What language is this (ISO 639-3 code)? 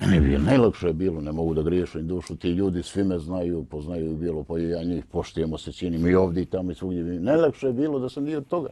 bos